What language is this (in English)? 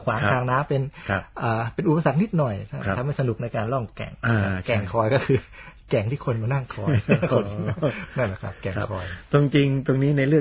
Thai